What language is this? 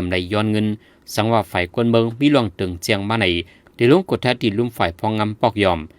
Shan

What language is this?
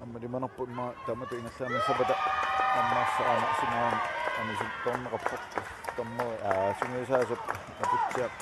Kalaallisut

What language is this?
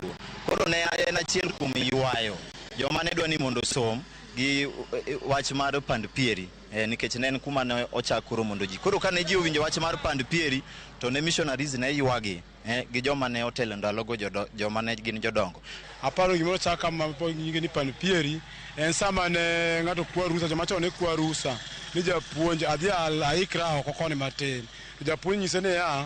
Luo (Kenya and Tanzania)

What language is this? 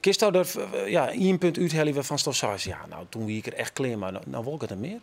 Western Frisian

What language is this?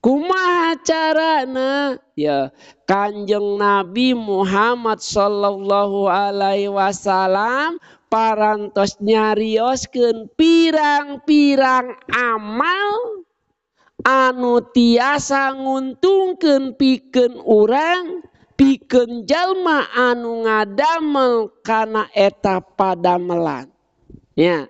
Sundanese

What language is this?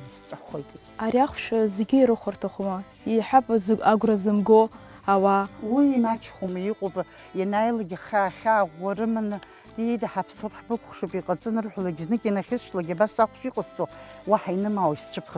Abkhazian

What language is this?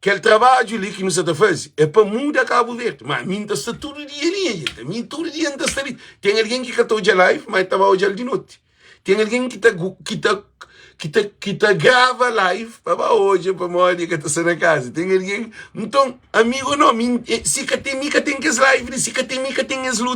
Kabuverdianu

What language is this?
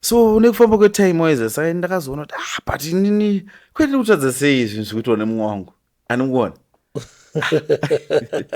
Shona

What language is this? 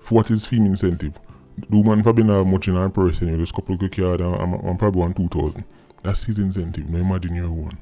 Jamaican Creole English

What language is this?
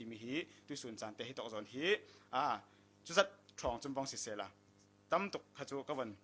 Falam Chin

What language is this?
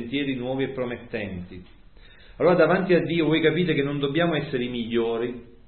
Italian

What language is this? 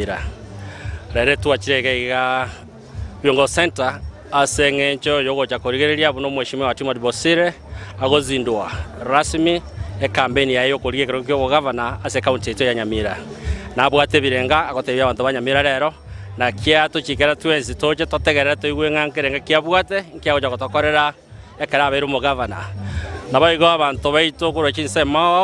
Gusii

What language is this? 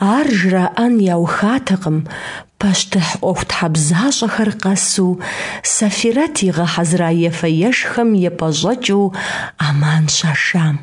Kabardian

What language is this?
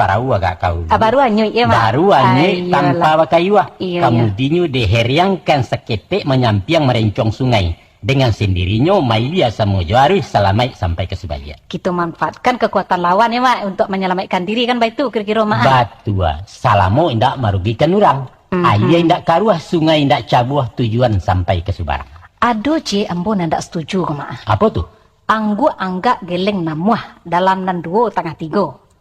Minangkabau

